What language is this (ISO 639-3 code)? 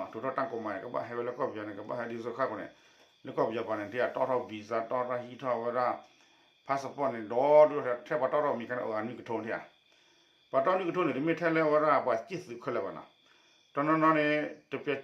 ksw